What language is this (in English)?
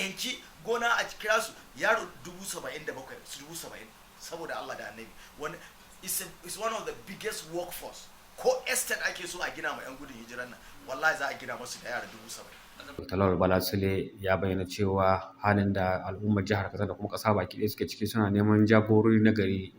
Hausa